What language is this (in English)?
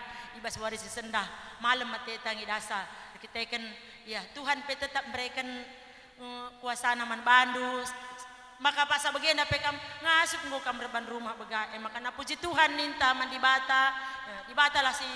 Batak Karo